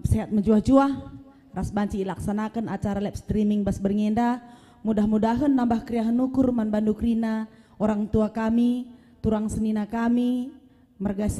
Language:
Batak Karo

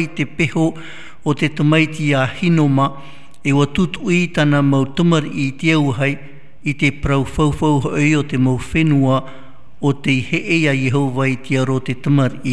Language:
Tahitian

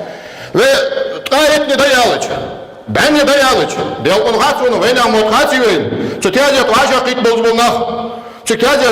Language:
Ingush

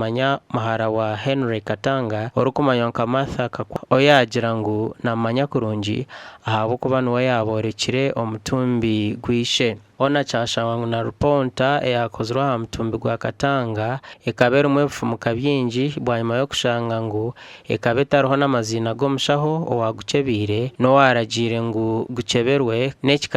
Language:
Nyankole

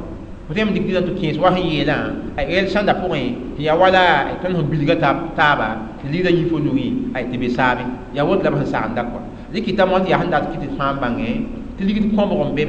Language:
Mossi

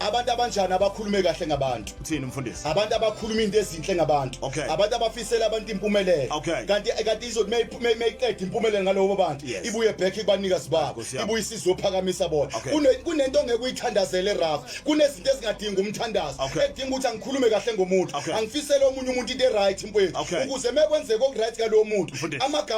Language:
Zulu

